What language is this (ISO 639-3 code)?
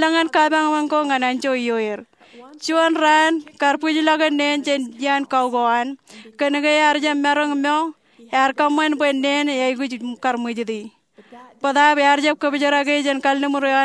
mah